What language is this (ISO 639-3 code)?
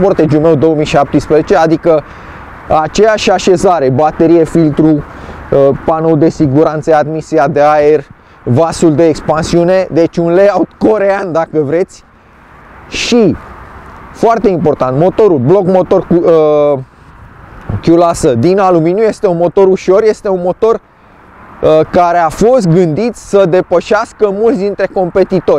ron